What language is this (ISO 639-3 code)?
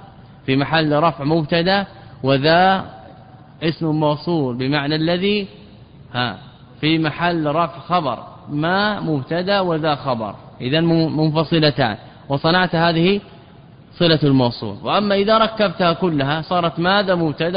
ara